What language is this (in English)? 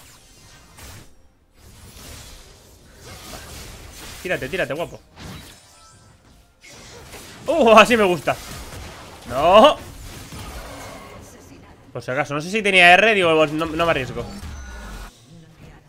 Spanish